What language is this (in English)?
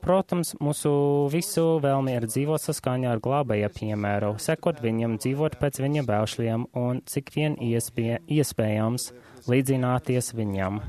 Latvian